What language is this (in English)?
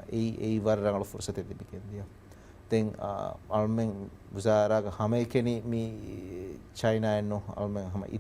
Divehi